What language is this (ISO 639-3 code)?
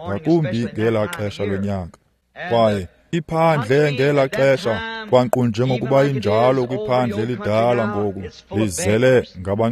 xho